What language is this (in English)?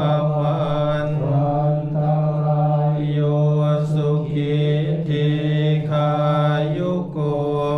Pali